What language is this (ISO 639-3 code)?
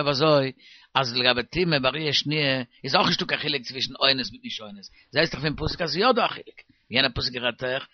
yid